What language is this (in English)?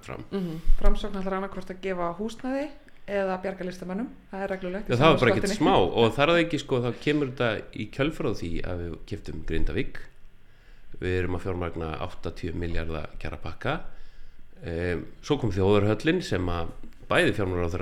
Icelandic